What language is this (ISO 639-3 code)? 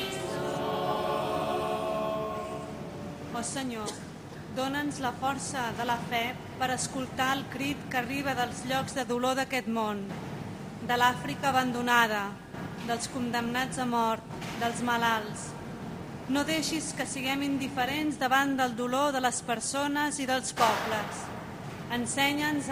cat